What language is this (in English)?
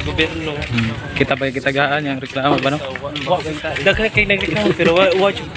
Cebuano